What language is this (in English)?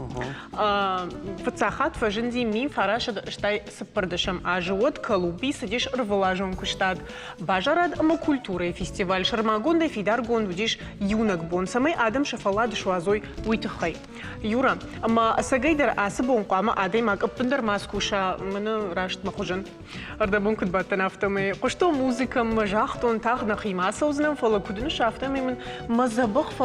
Ossetic